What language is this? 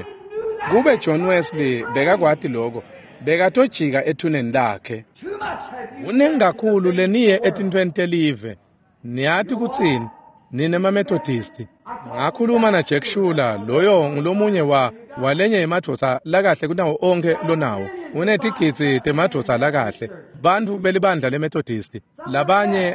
Swati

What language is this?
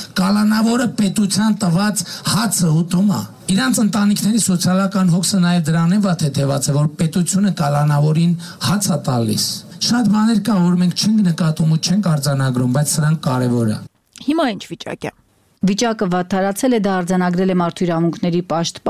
Armenian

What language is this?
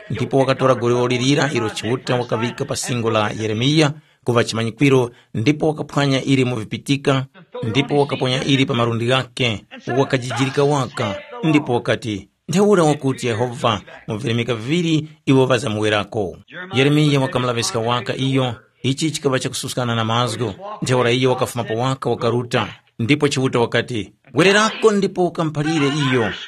Tumbuka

